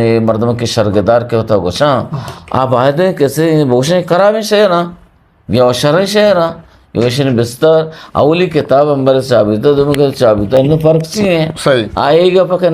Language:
Eastern Balochi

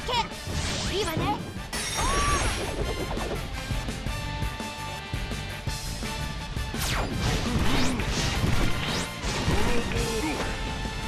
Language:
Japanese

